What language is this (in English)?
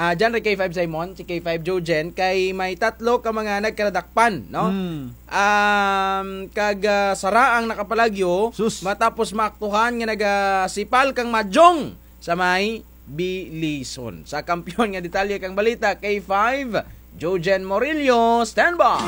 Kinaray-a